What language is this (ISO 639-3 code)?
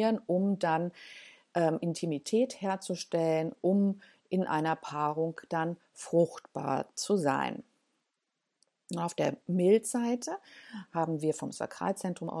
deu